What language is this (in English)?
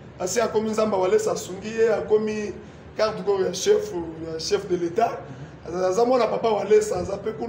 Lingala